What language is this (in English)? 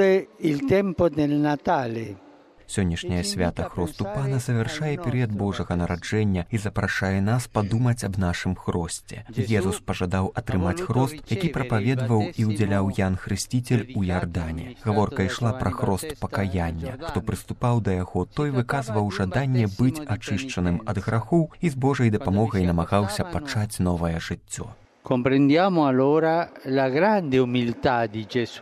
Belarusian